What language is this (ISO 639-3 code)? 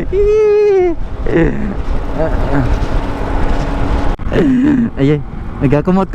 ceb